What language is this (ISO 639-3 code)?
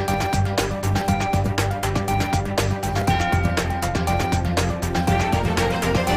guz